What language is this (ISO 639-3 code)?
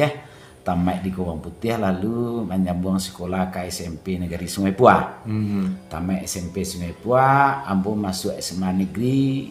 min